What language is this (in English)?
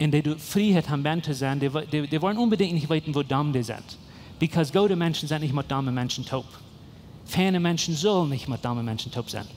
Plautdietsch